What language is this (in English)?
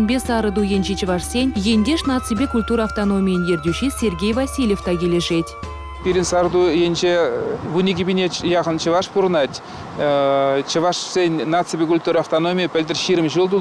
Chuvash